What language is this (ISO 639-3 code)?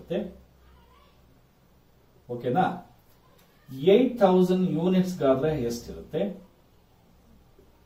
kan